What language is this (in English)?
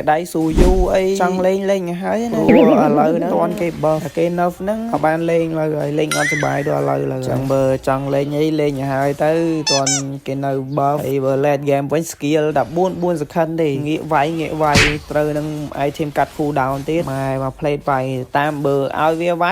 Khmer